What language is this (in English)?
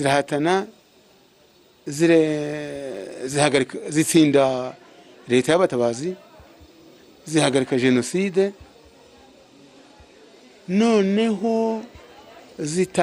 Kinyarwanda